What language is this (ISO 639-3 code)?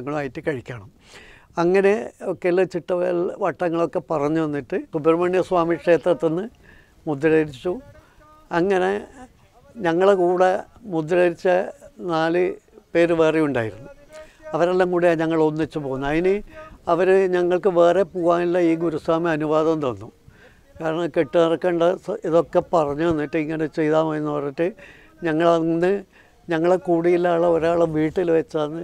mal